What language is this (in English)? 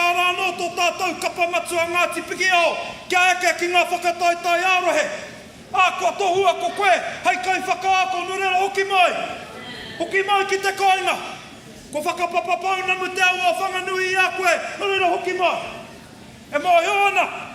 Māori